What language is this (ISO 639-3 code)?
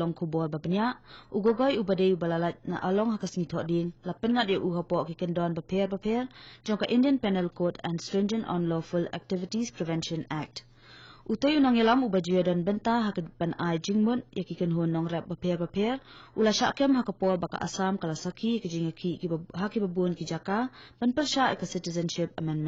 kha